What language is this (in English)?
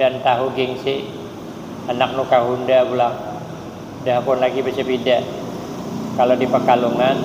Banjar